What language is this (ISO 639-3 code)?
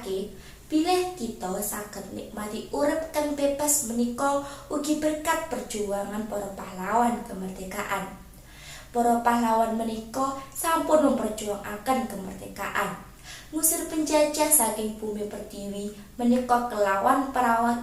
jav